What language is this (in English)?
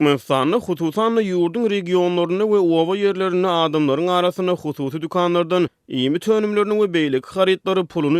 Turkmen